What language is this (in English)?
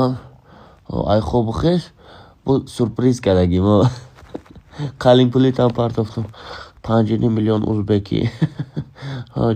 Tajik